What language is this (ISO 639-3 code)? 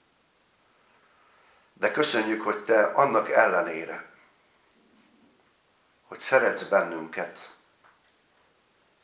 hun